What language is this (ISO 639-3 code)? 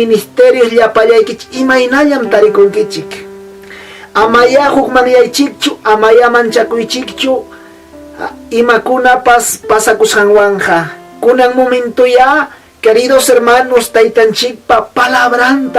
quy